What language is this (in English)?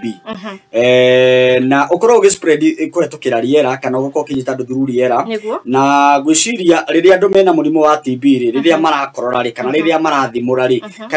Kikuyu